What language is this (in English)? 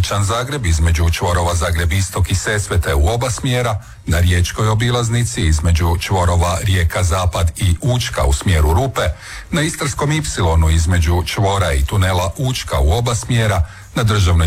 Croatian